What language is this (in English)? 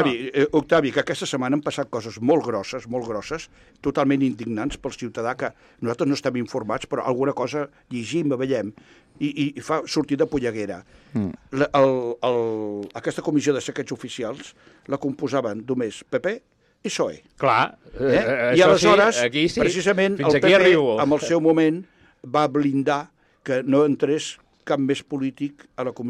Catalan